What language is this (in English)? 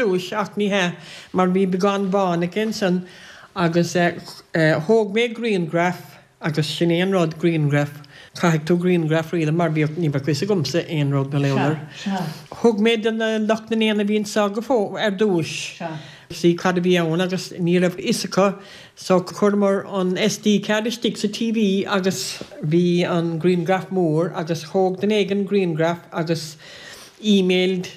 Irish